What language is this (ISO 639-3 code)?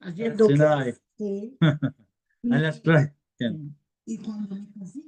lad